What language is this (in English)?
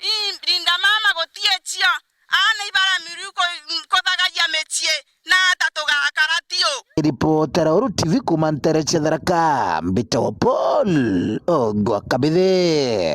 Meru